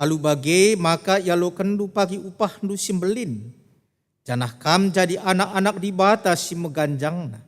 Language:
Batak Karo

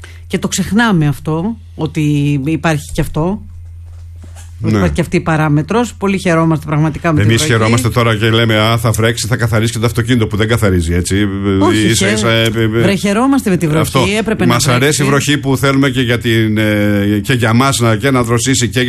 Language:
Greek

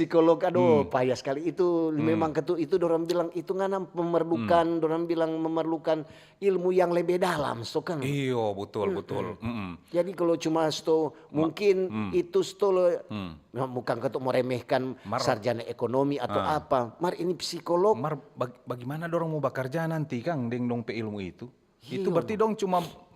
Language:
Manado Malay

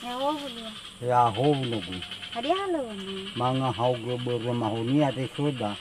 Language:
Nias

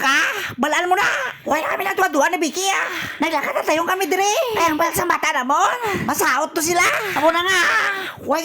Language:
Hiligaynon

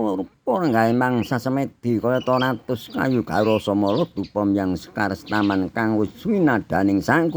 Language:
Javanese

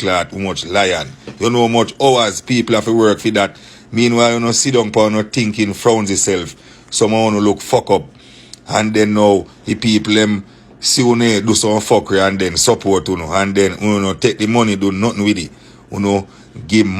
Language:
Jamaican Creole English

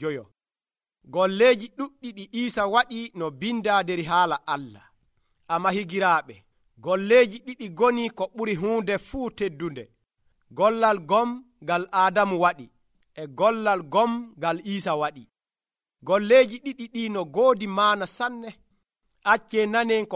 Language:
Nigerian Fulfulde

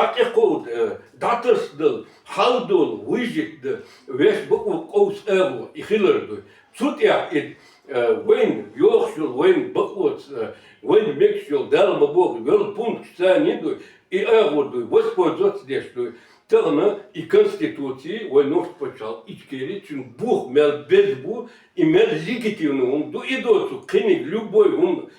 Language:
Chechen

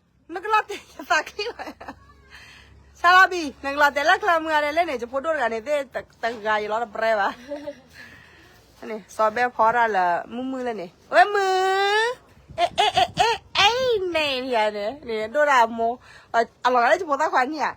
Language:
S'gaw Karen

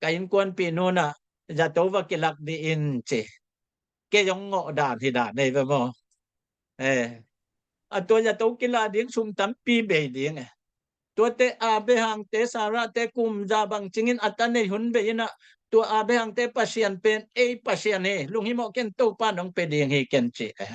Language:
Tedim Chin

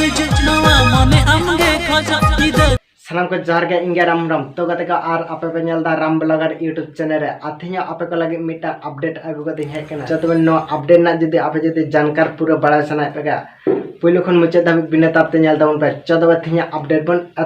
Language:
Santali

